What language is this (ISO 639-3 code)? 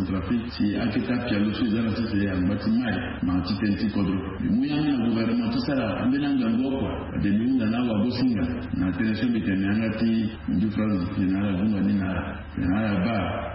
sag